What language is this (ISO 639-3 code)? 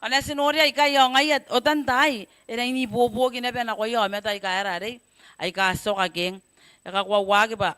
gil